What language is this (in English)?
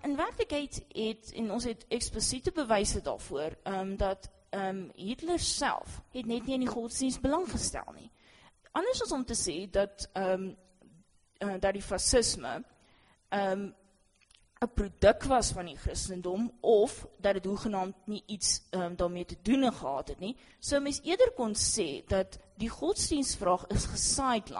Afrikaans